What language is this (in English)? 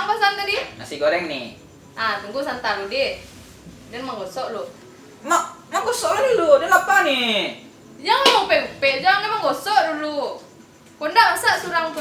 Minangkabau